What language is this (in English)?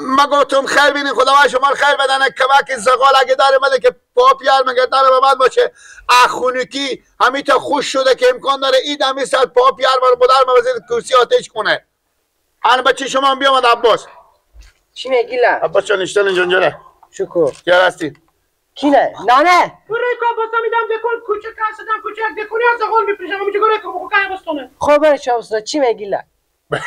Persian